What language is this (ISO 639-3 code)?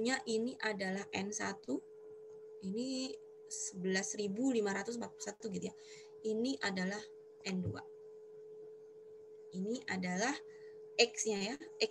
ind